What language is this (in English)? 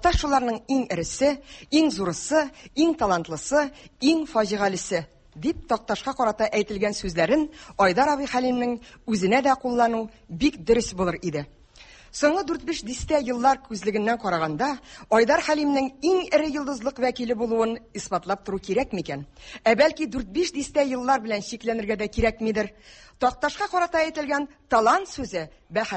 Tatar